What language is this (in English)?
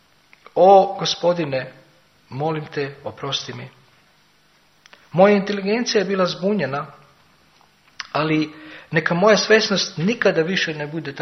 Croatian